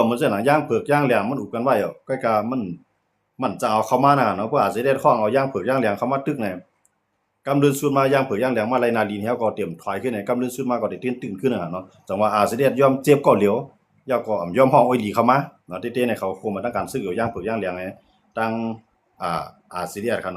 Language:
Shan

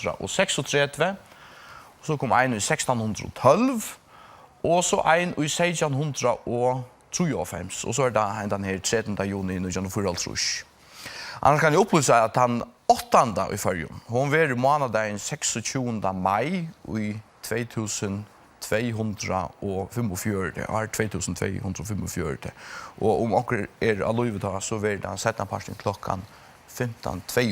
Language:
Faroese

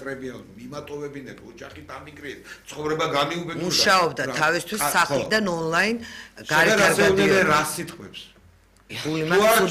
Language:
Georgian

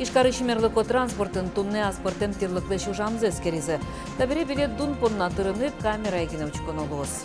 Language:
Udmurt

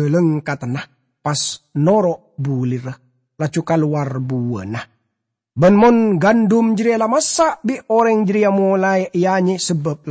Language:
Madurese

